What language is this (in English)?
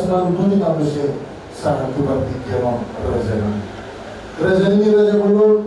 Batak Toba